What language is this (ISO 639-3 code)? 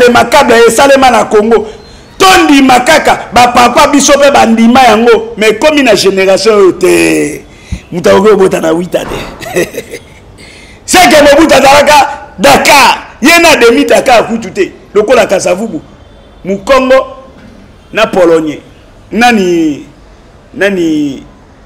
lin